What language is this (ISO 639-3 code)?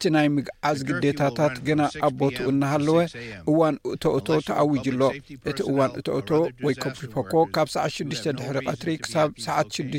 tir